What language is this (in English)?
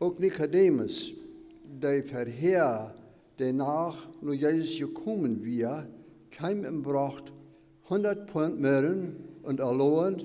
Plautdietsch